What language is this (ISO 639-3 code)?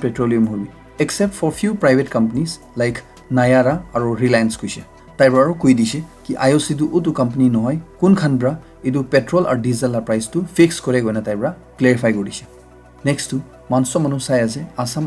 nag